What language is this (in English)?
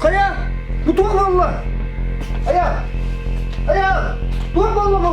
Yakut